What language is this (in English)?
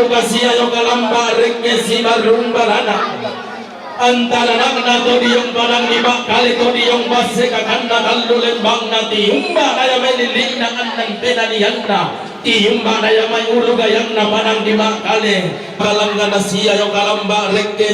Toraja-Sa'dan